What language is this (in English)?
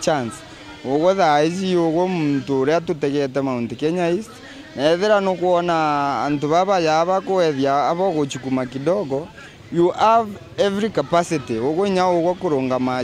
Meru